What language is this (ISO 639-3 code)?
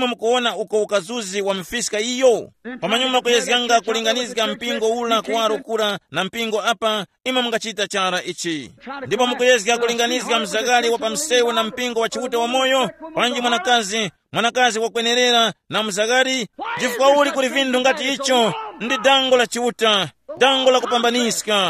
tum